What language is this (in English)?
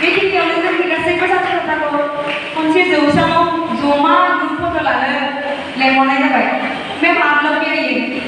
Bodo